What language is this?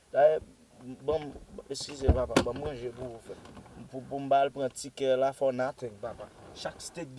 Haitian Creole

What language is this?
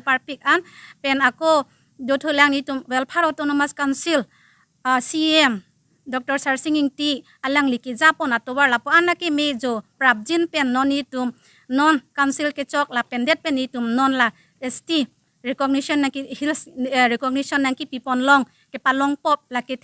Karbi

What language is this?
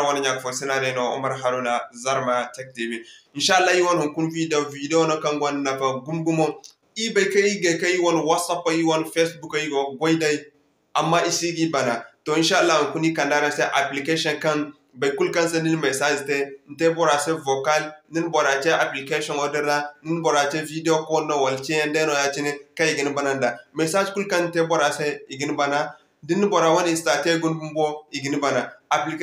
Zarma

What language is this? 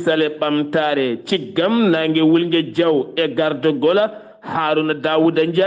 Fula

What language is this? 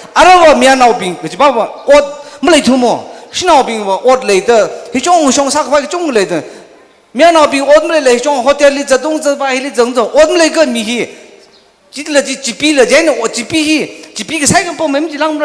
Tangkhul Naga (India)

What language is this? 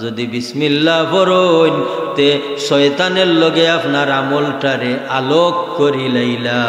Sylheti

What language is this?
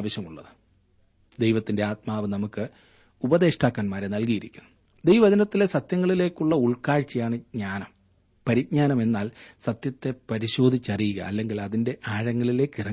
Malayalam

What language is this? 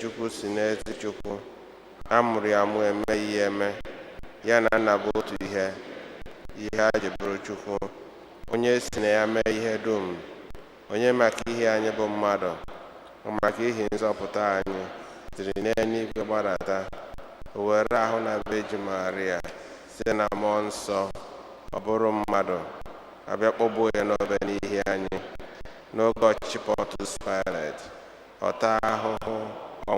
Igbo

